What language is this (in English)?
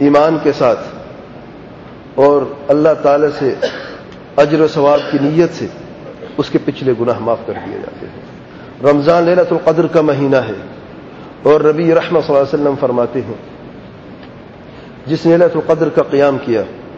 Urdu